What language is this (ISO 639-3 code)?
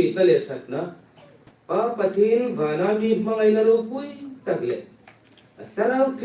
hmr